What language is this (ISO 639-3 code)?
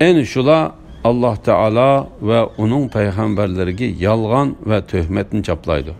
uig